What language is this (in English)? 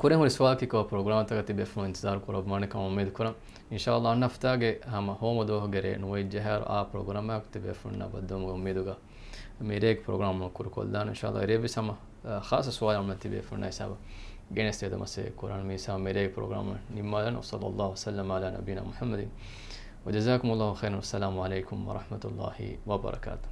Divehi